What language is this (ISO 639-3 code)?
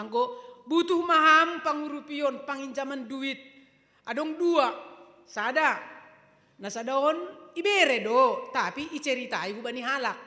bts